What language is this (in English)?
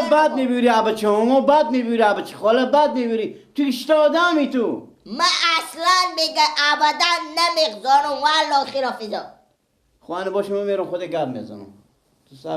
Persian